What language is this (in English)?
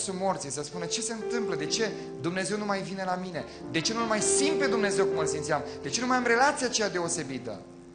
Romanian